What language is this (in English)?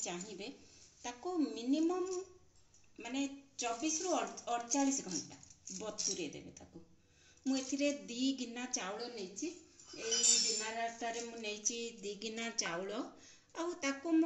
Odia